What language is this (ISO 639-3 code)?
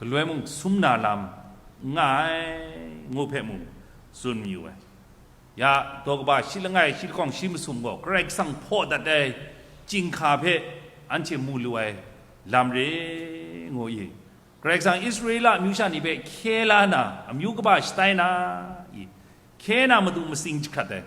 kac